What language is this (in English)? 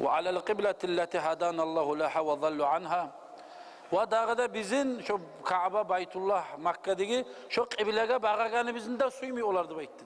Kumyk